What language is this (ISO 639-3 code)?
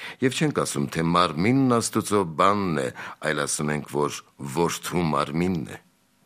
hye